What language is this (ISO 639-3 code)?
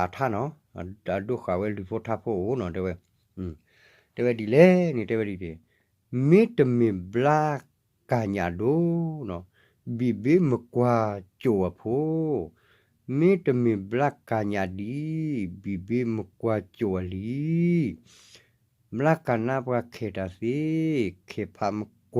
ksw